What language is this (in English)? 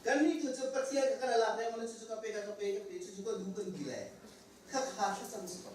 Hakha Chin